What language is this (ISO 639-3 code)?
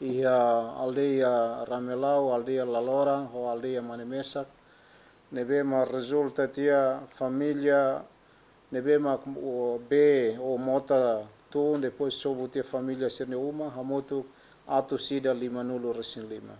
tet